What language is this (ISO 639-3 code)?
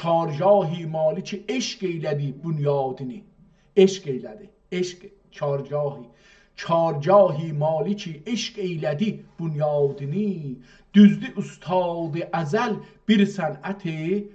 azb